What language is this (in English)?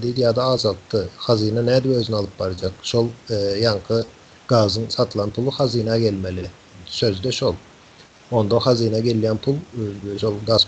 Turkmen